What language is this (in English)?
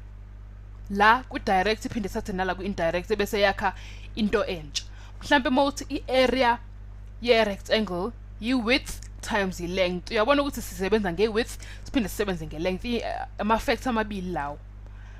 Zulu